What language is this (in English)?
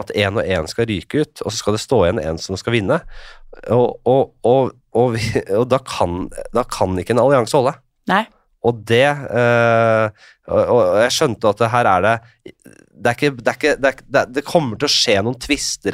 Norwegian